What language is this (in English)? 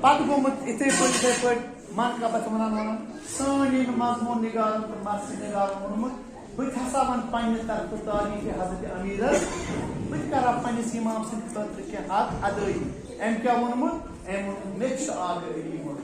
Kashmiri